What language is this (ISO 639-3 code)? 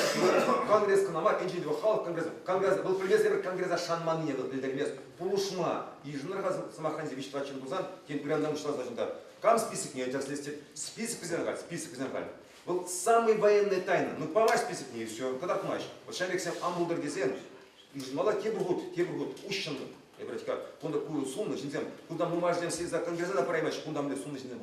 chv